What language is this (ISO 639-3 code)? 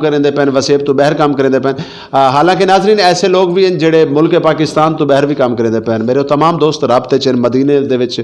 skr